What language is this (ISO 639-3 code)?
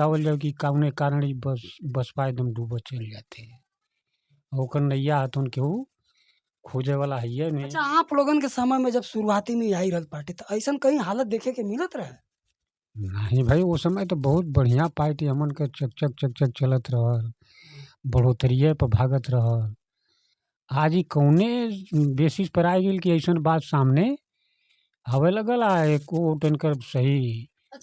bho